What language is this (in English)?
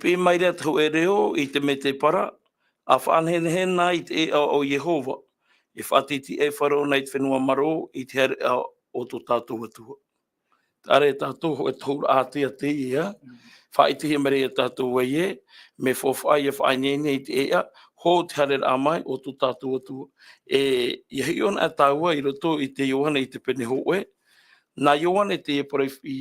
Tahitian